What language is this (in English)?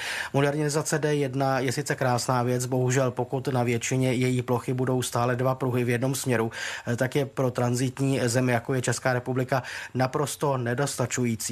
Czech